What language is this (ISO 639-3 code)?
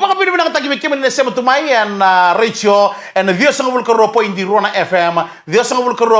fij